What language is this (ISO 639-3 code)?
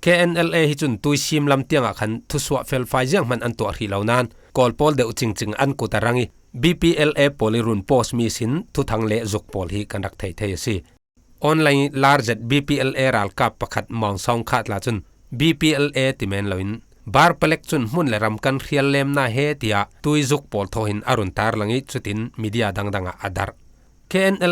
cfm